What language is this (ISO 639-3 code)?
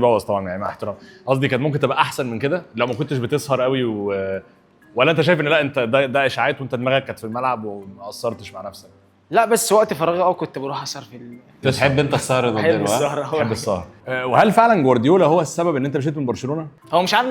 arz